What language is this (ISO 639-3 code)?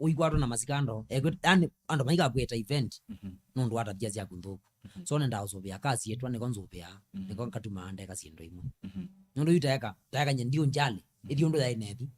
kam